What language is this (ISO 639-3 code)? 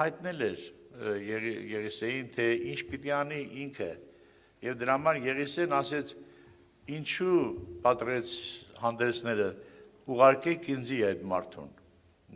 hye